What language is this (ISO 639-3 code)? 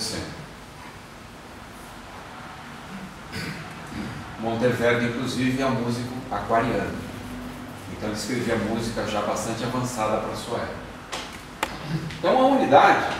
por